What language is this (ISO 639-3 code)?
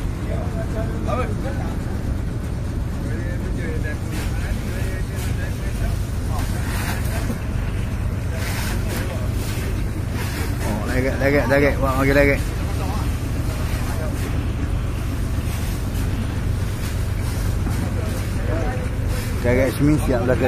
msa